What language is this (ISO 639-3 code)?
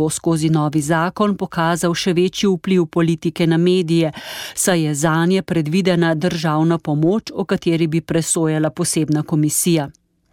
slv